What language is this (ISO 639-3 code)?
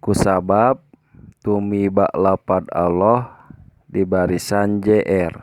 sun